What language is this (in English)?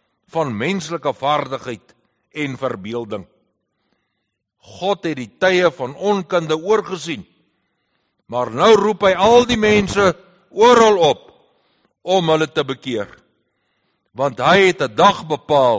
Afrikaans